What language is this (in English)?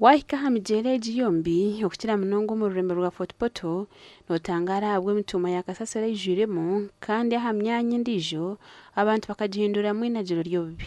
Nyankole